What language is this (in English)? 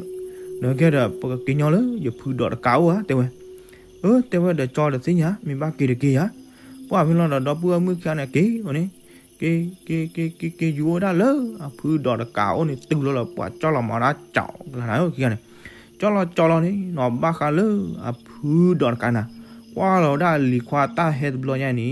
S'gaw Karen